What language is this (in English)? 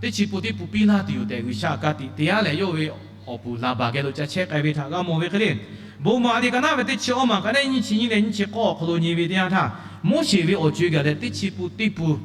Lahu